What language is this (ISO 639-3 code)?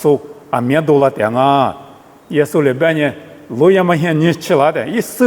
lis